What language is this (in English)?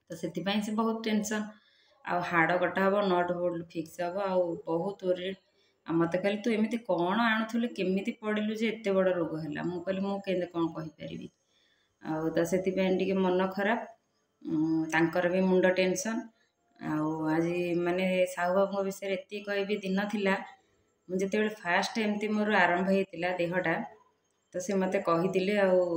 Odia